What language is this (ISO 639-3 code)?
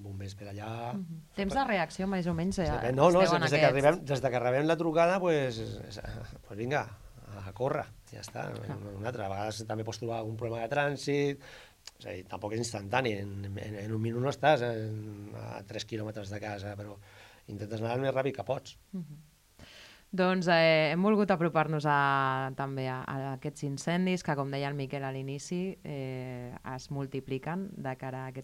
cat